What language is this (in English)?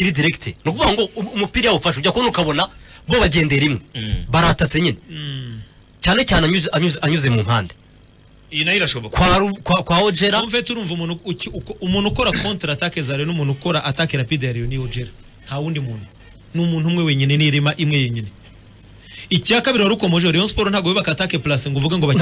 Kinyarwanda